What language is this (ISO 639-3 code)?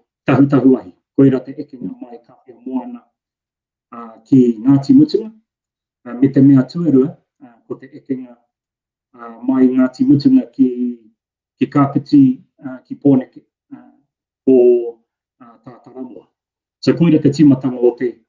mri